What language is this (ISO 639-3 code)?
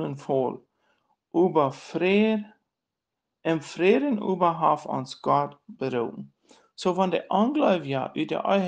pdt